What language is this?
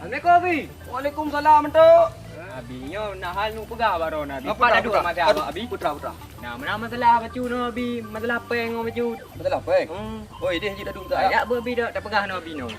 Achinese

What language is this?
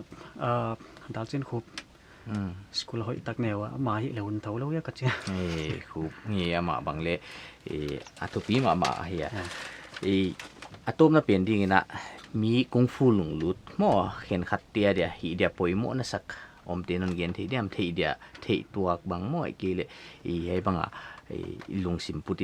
Paite Chin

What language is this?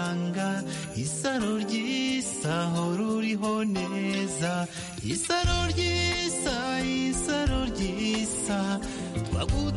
Kinyarwanda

